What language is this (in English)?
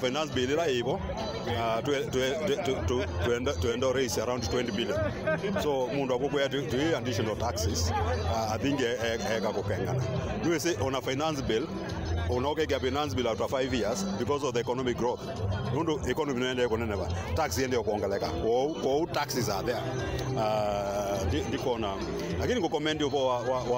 Kamba